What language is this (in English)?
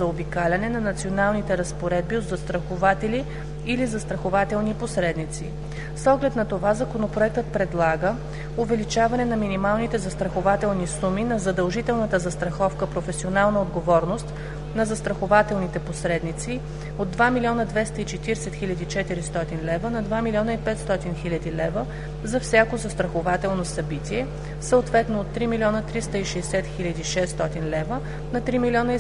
Bulgarian